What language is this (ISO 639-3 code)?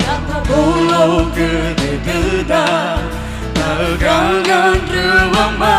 nia